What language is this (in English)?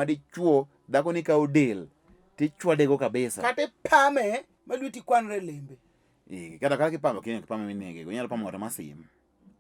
Luo (Kenya and Tanzania)